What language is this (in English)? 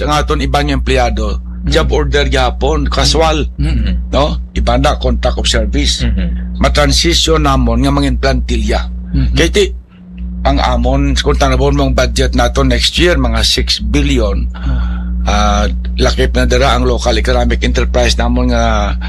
Hiligaynon